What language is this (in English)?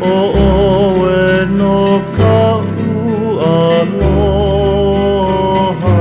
Hawaiian